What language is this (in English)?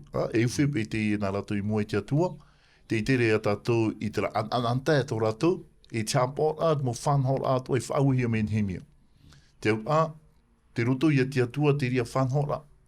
Tahitian